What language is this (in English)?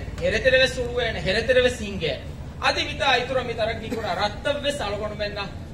Divehi